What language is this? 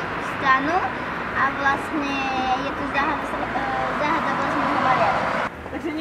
Slovak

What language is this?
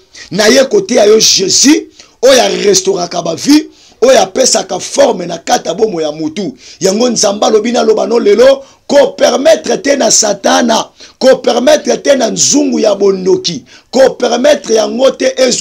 Lingala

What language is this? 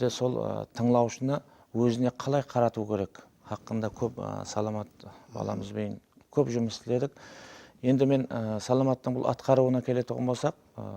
Kara-Kalpak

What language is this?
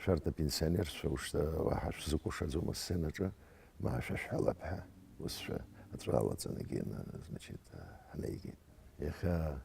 Abkhazian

